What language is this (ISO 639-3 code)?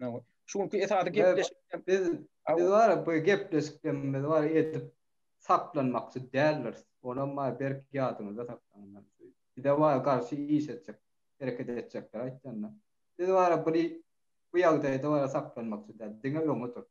tuk